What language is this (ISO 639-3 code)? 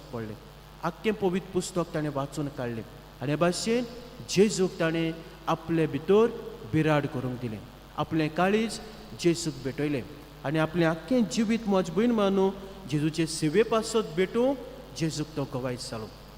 kok